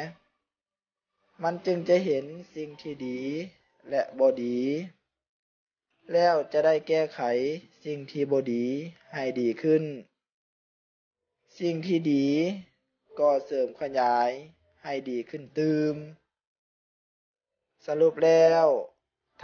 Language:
Lao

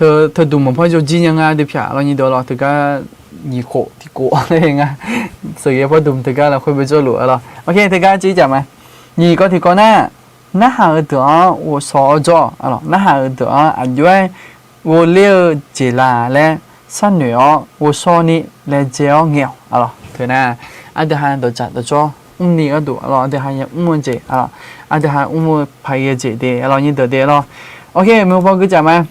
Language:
Akha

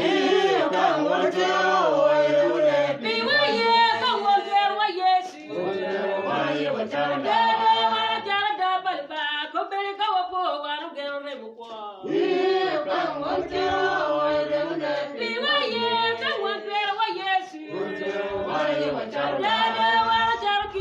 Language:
Acoli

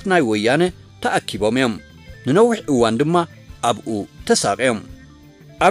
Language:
Tigrinya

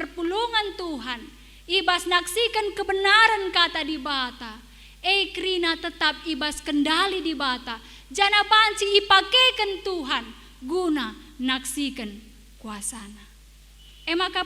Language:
Batak Karo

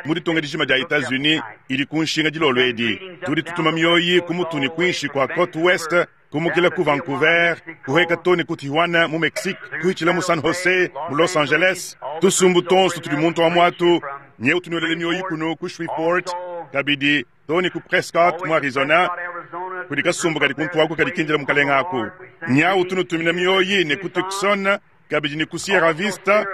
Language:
Luba-Lulua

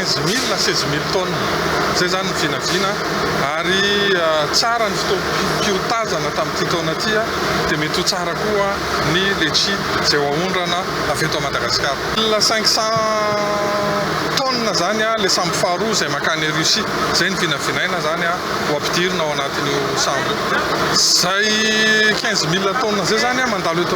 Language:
Malagasy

